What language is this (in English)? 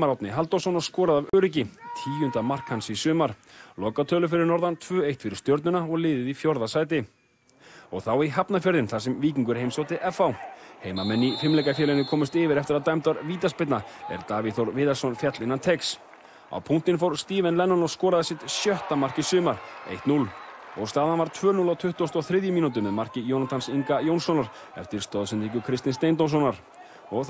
Icelandic